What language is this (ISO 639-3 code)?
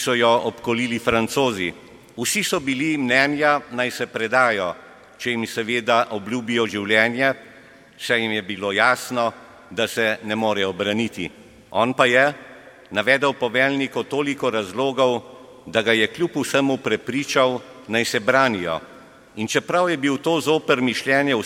slv